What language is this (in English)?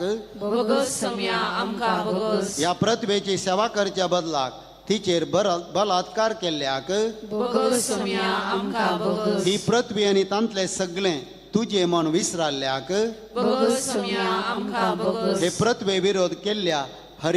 Konkani